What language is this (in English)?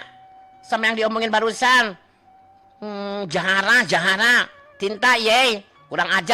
Sundanese